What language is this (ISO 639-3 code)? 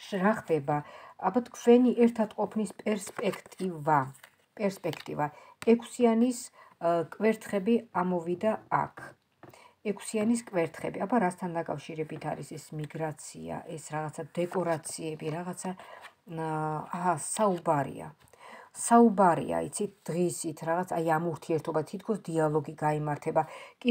kat